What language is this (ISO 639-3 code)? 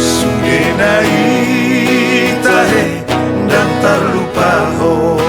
bbc